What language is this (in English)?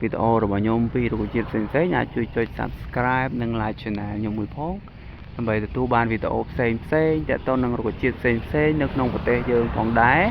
Khmer